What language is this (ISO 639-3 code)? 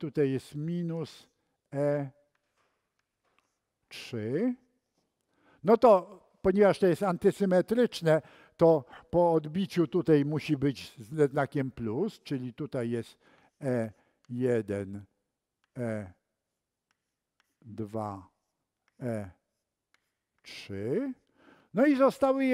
pol